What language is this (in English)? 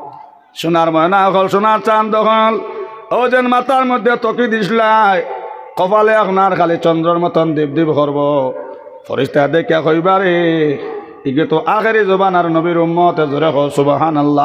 Sylheti